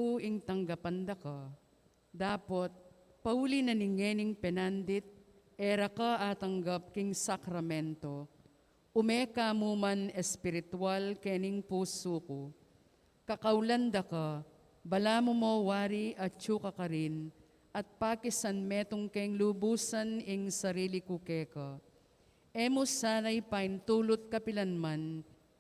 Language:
Pampanga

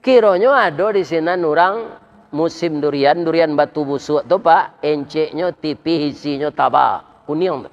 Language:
Minangkabau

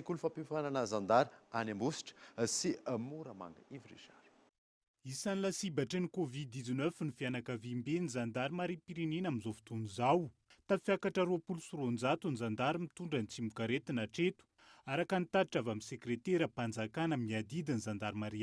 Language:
Malagasy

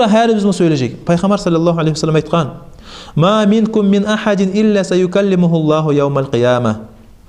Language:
Kumyk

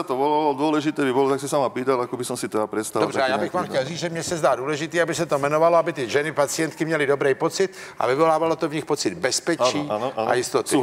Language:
Czech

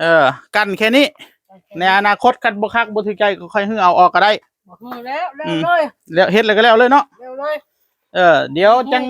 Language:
Northeastern Thai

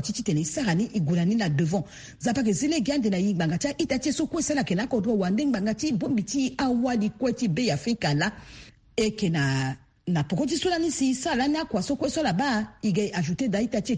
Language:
Sango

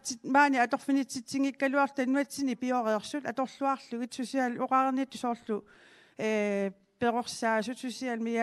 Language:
Kalaallisut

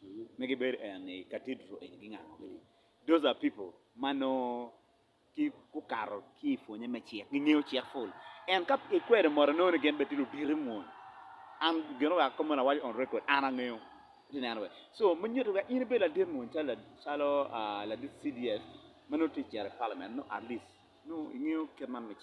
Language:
Acoli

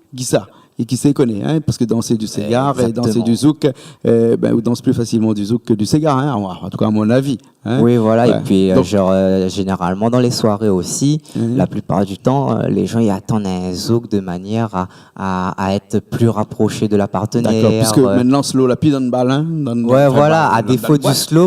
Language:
Réunion Creole French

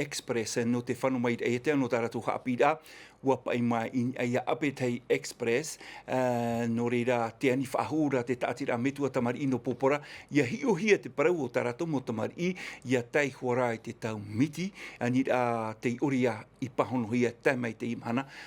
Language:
Tahitian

